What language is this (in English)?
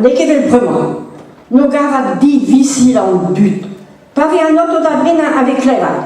Breton